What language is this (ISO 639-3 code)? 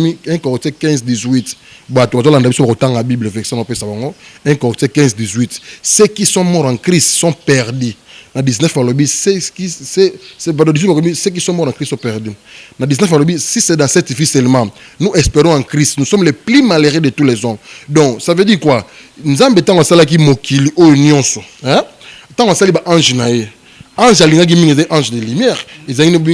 lin